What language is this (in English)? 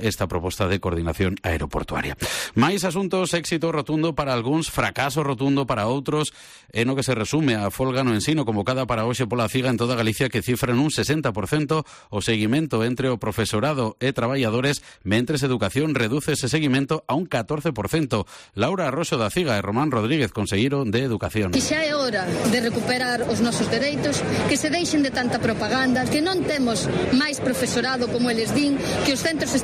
Galician